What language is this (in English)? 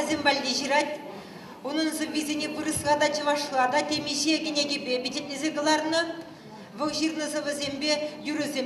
Chuvash